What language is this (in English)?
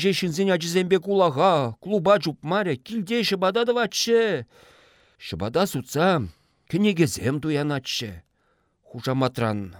Chuvash